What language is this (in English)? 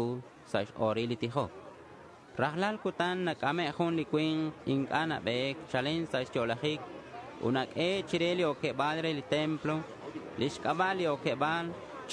Kekchí